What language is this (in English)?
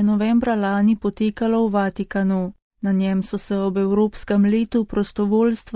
Slovenian